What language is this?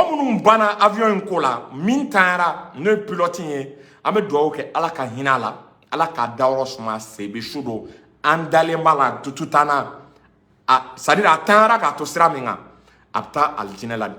Bambara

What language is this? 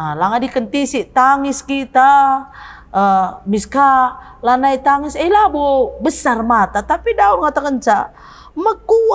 Batak Karo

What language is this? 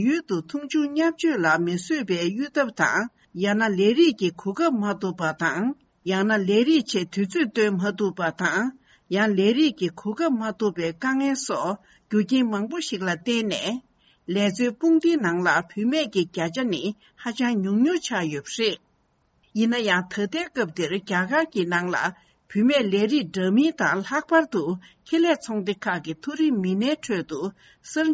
Tibetan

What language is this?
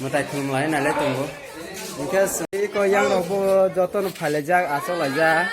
Kok Borok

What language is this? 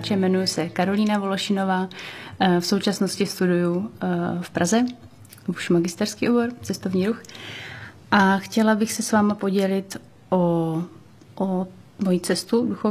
Czech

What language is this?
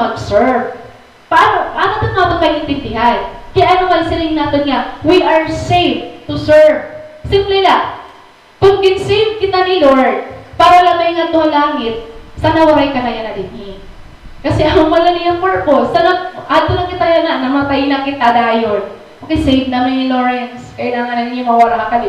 Waray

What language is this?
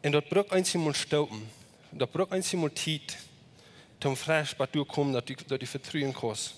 Plautdietsch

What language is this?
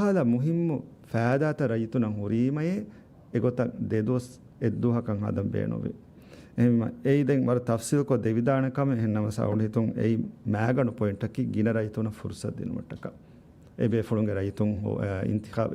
Divehi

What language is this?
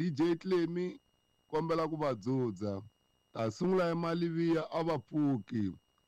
Tsonga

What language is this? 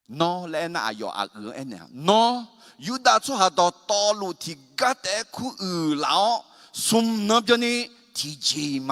Akha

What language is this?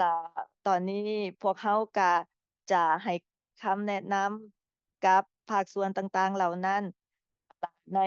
Lao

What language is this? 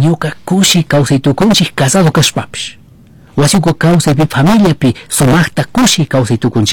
Chimborazo Highland Quichua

